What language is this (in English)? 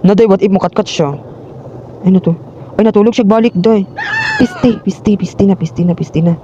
Cebuano